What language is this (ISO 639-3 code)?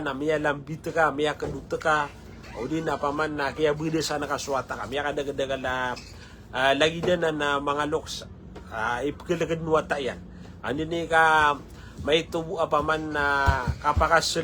mrw